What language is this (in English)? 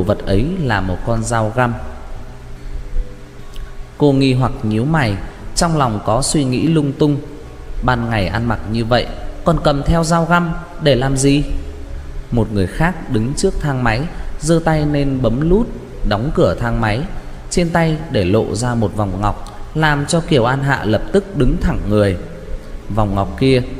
Vietnamese